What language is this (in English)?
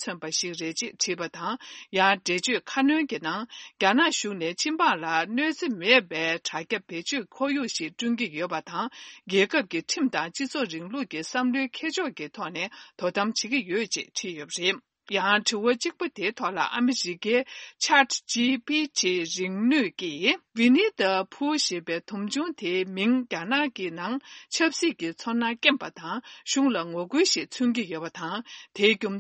Tibetan